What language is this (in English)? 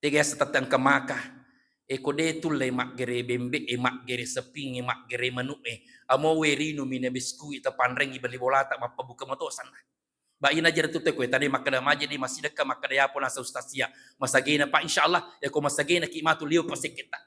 Buginese